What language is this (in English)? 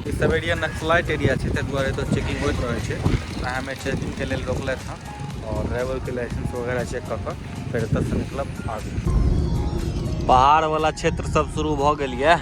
Maithili